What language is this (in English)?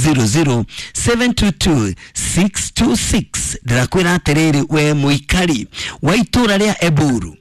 Kikuyu